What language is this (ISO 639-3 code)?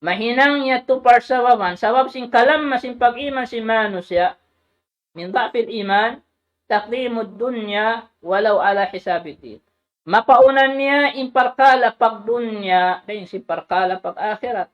tsg